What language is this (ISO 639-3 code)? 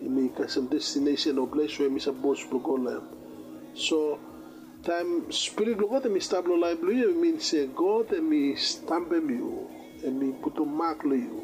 bis